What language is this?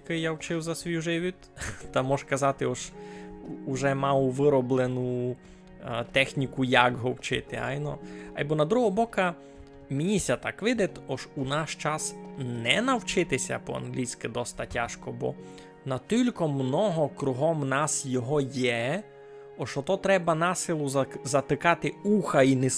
Rusyn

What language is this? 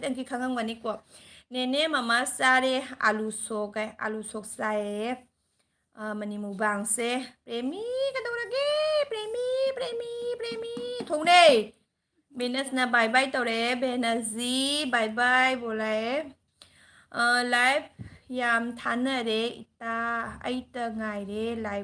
Manipuri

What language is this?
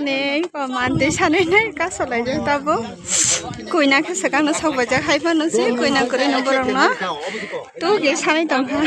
Kok Borok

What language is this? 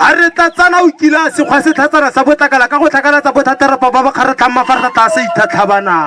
Tswana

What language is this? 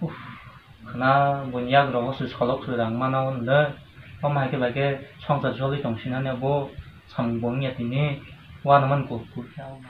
Kok Borok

